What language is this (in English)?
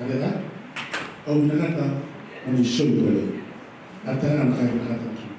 Fijian